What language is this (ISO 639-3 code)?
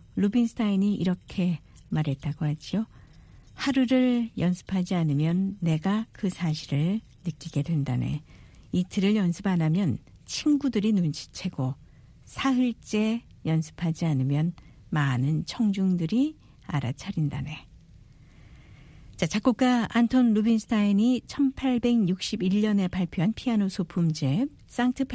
kor